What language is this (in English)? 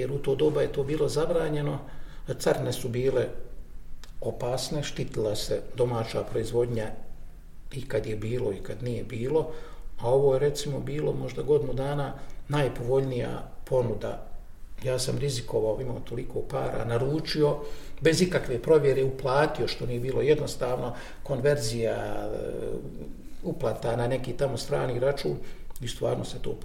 Bosnian